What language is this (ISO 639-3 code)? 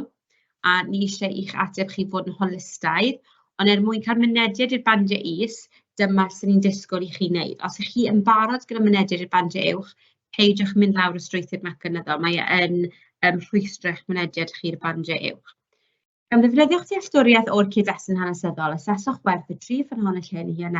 cym